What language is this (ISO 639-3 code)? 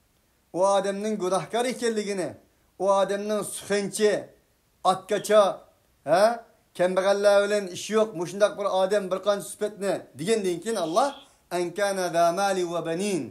uig